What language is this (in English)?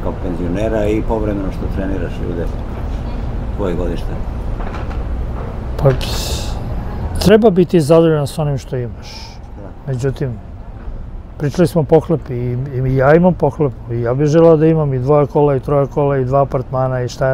Serbian